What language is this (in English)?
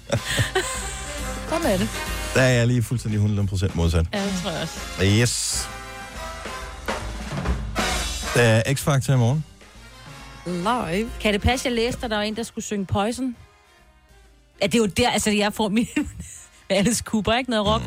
Danish